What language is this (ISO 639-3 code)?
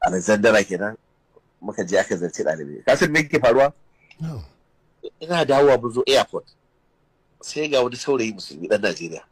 hau